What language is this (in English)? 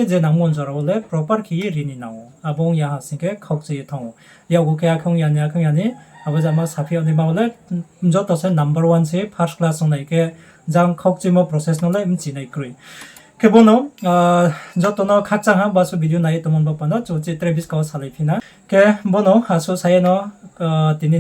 Riang (India)